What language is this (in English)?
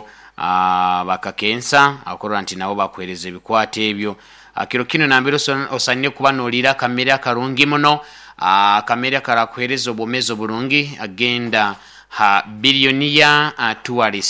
Nyoro